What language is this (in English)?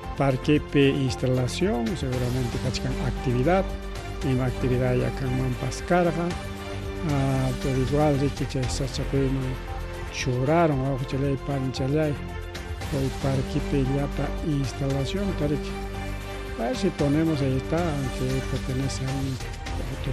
Ayacucho Quechua